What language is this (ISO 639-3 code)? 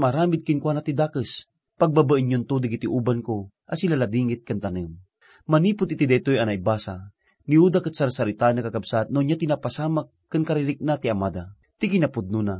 ilo